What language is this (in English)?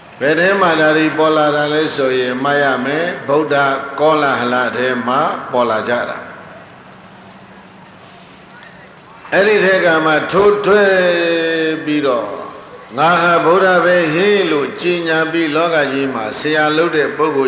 Burmese